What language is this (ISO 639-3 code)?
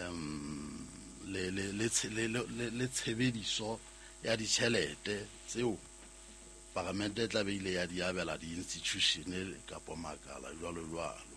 sot